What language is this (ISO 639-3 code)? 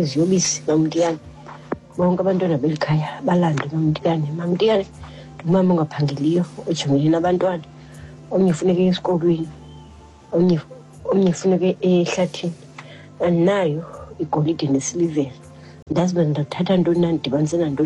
xho